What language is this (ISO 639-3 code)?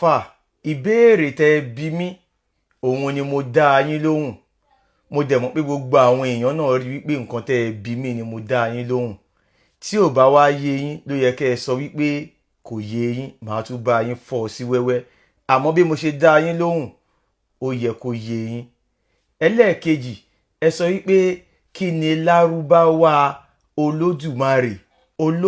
yor